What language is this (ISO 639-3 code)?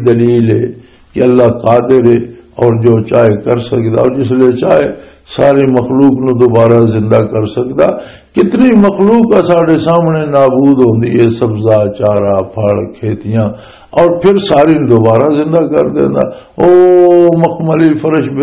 lah